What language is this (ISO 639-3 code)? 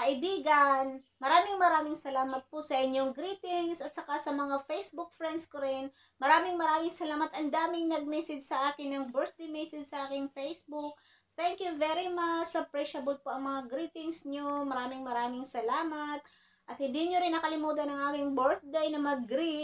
fil